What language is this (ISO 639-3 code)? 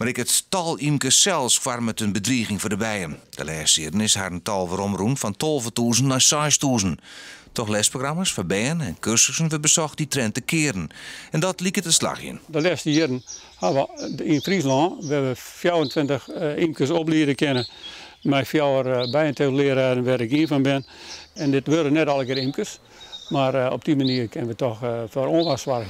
fry